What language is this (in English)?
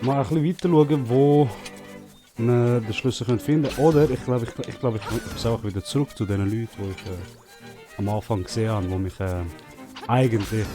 Swiss German